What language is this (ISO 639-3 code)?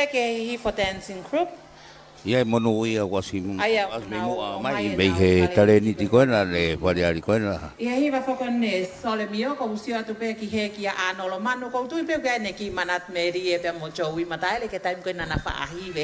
ton